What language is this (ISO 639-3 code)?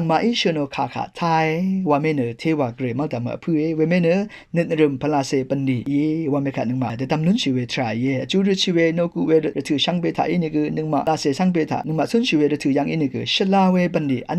raw